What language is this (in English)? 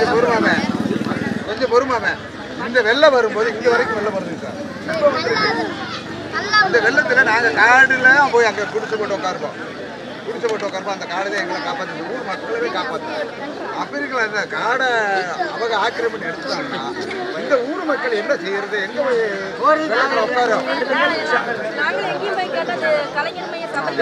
Tamil